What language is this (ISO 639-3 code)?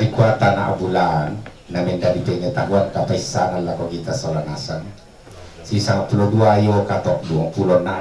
sda